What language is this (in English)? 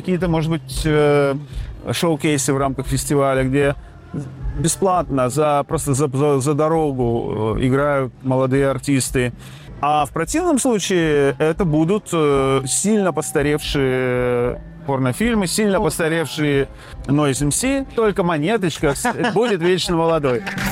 Russian